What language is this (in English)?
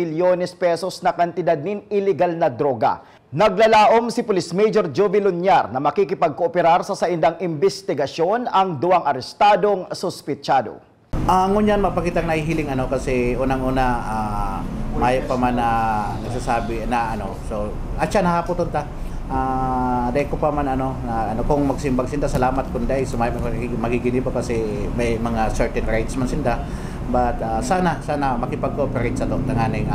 Bikol